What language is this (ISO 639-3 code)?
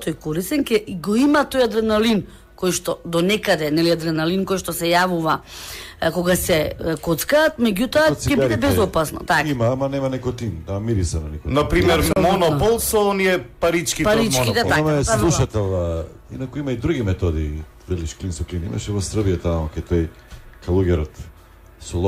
mkd